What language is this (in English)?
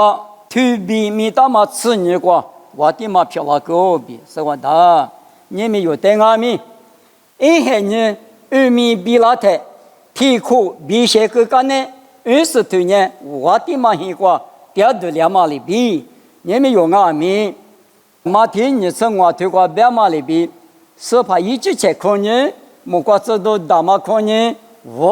Lisu